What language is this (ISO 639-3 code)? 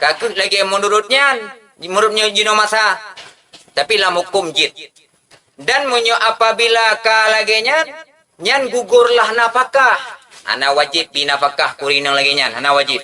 ace